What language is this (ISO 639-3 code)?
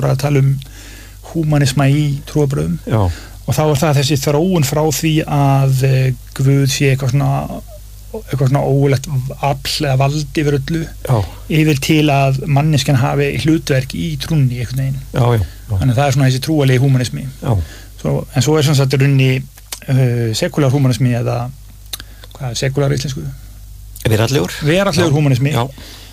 isl